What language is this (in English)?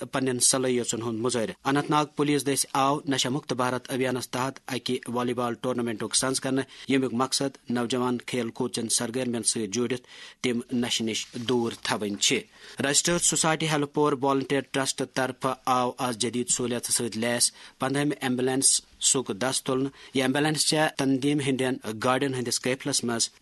Kashmiri